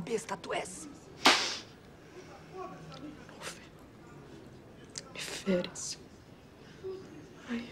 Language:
Portuguese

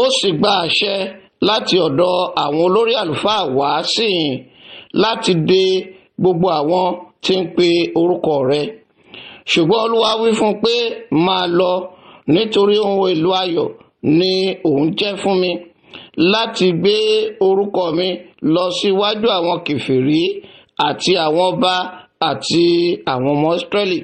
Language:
Yoruba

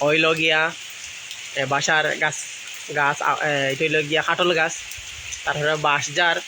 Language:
Sylheti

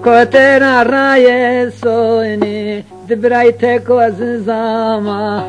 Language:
Zaza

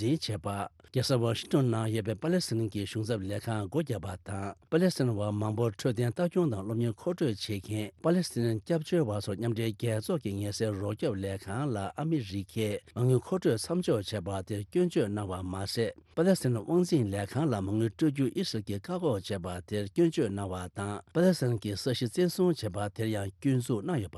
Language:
Tibetan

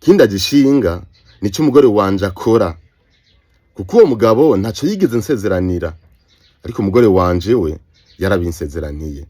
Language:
Rundi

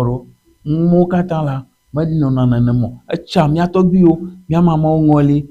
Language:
Ewe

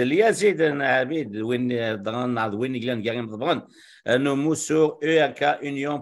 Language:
Kabyle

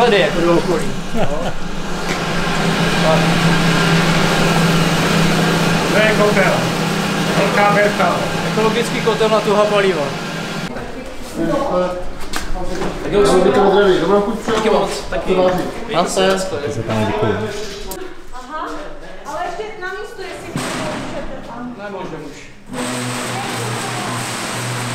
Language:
Czech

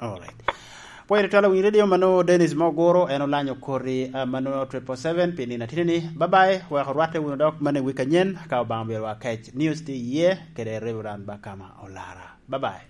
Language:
Lango (Uganda)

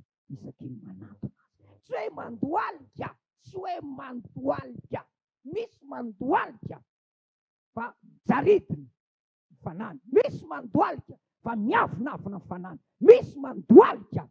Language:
Malagasy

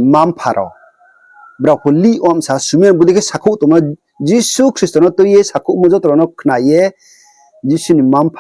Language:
Riang (India)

